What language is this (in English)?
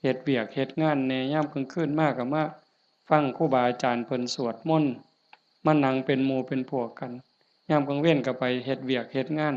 Northeastern Thai